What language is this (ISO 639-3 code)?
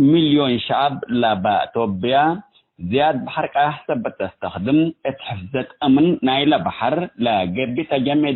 tig